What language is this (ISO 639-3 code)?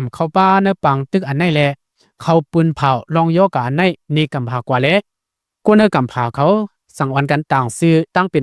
lao